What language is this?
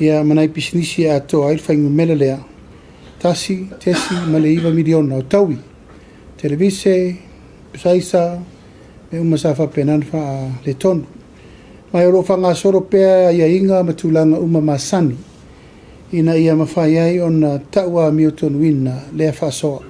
Samoan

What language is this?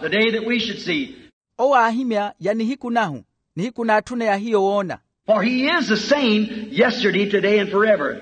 Makhuwa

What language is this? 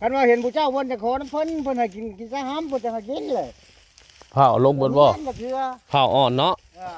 Northeastern Thai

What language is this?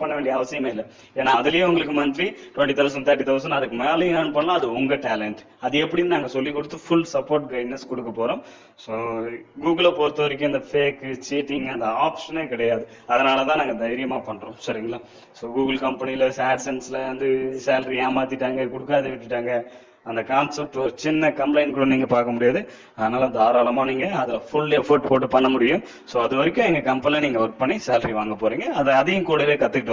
Tamil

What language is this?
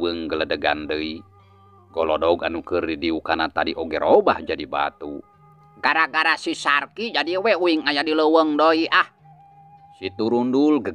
Sundanese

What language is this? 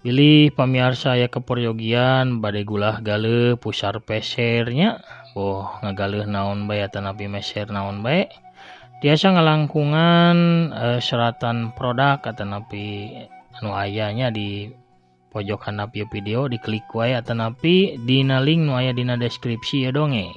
Sundanese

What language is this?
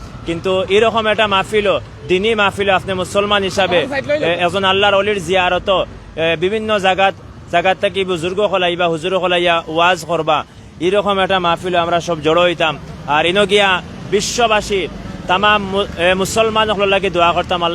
Sylheti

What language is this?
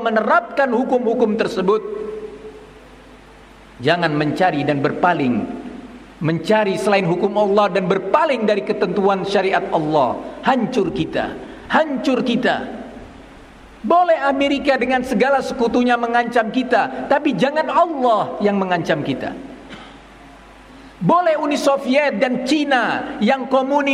Indonesian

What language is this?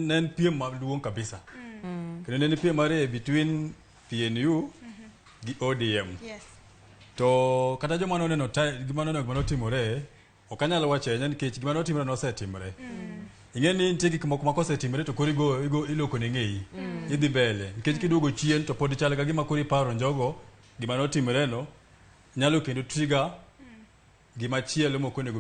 Luo (Kenya and Tanzania)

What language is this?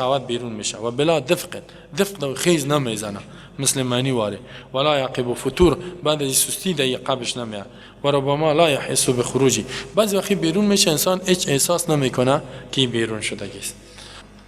Persian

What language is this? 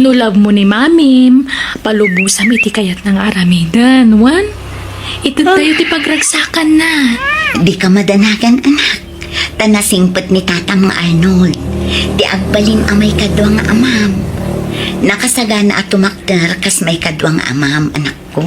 Iloko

